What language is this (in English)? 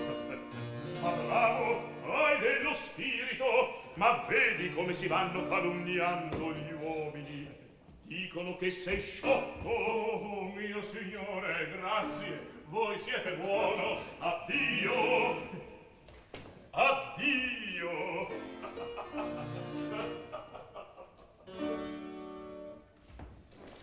Italian